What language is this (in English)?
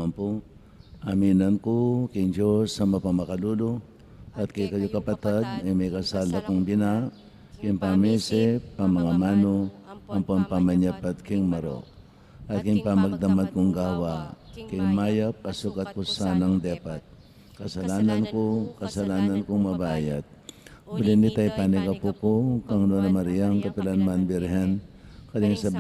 Pampanga